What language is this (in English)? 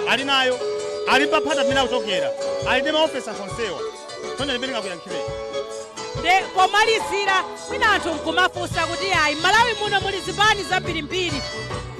Nyanja